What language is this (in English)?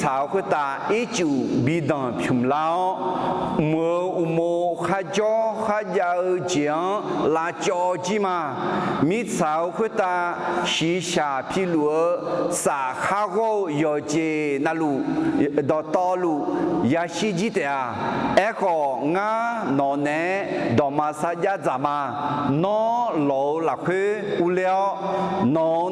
Akha